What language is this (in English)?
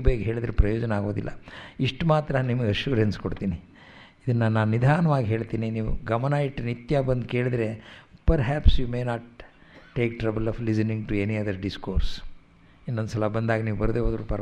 Kannada